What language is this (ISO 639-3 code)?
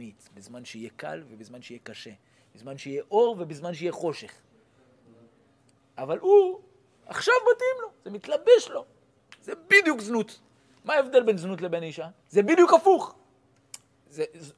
heb